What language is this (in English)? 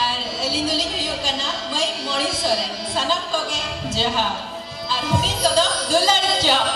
Santali